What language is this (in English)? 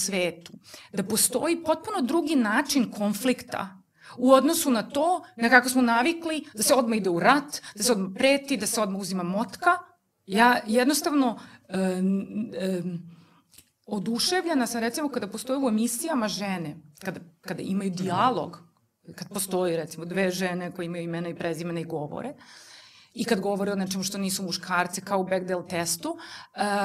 Serbian